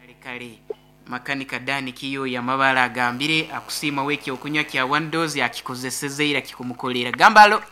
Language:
Nyankole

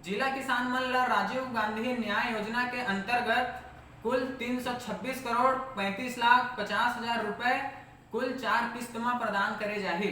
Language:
Chhattisgarhi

